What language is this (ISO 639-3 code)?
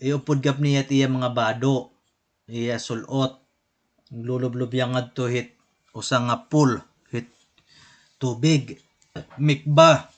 war